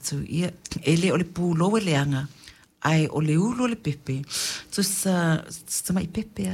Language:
Samoan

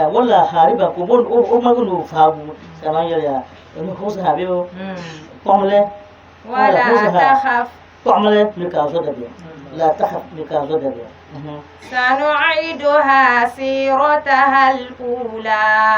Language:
Dagbani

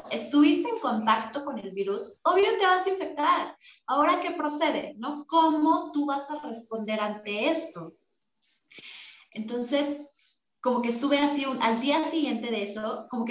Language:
Spanish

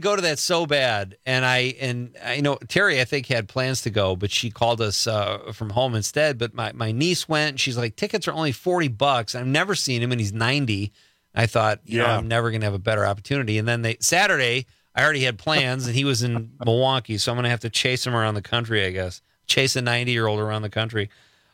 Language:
English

